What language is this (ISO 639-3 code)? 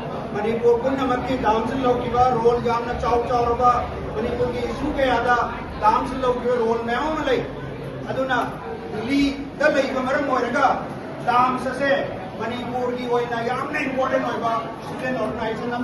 mni